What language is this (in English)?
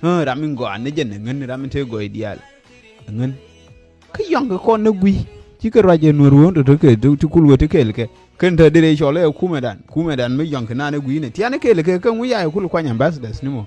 Nuer